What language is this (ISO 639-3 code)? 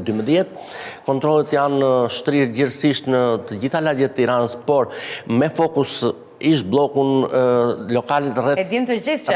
sqi